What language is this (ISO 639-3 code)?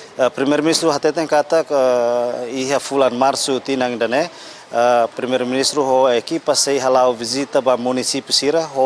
tet